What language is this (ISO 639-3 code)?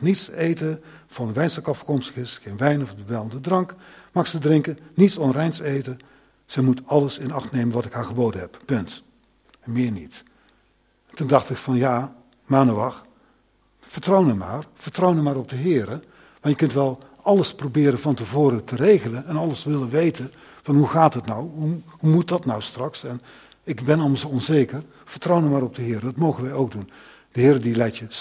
nld